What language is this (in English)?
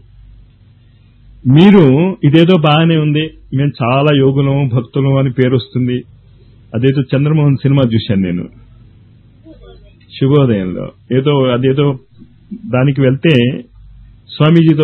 Telugu